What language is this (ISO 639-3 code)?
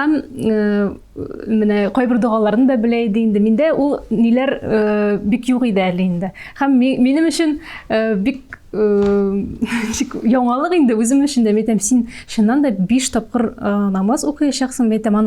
tat